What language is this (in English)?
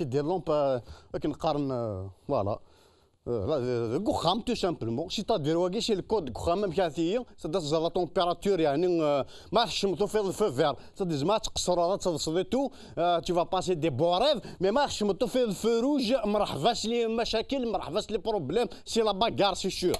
Kabyle